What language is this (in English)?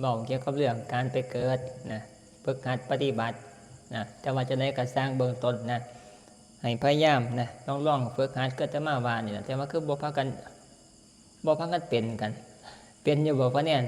Northeastern Thai